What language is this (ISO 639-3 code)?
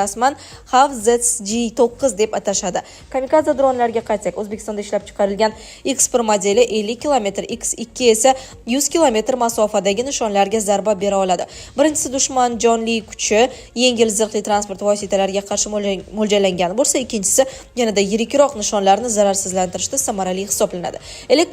uzb